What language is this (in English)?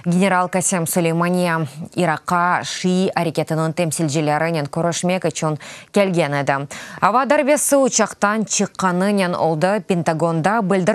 Crimean Tatar